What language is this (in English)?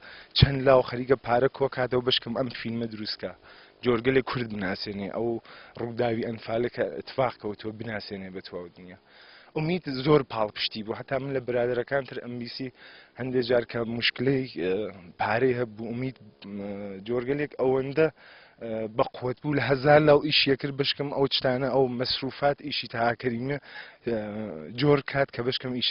Central Kurdish